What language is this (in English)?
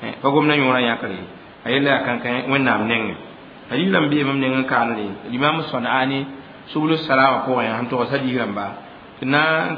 Mossi